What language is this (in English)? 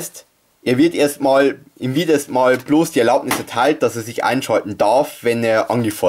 German